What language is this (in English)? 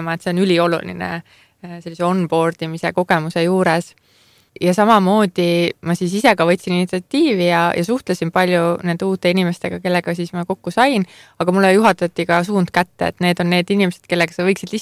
Estonian